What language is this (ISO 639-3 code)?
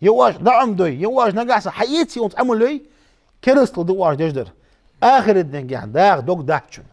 inh